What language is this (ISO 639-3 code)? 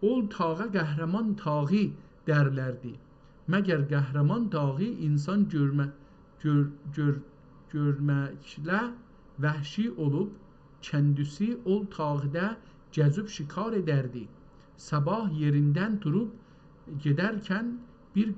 azb